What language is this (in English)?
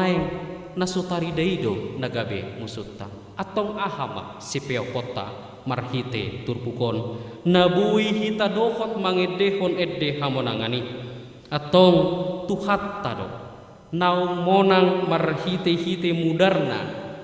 Batak Toba